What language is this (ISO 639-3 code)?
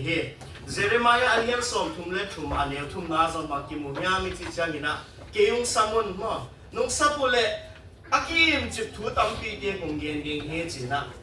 ctd